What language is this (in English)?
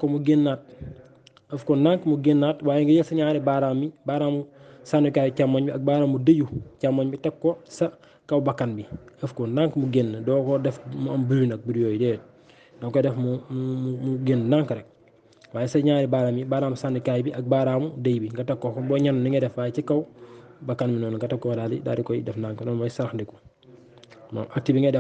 Wolof